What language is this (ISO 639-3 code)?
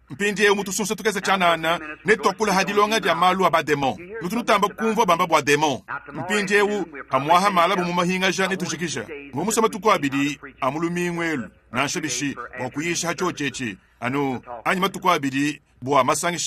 lua